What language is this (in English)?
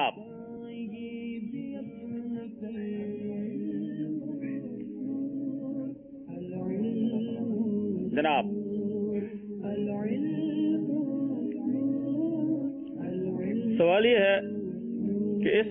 Urdu